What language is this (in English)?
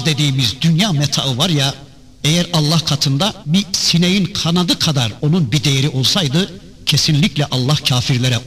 Turkish